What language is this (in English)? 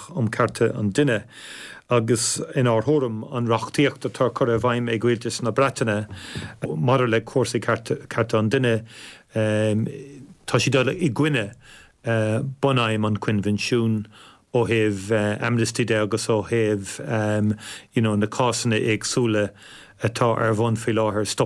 Irish